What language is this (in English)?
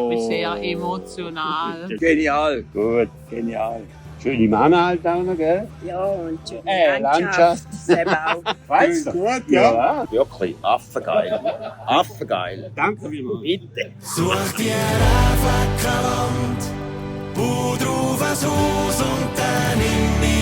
Swiss German